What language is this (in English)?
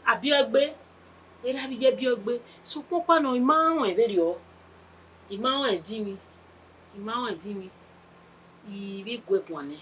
Bini